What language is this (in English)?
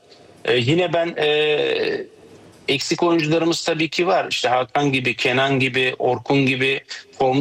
Turkish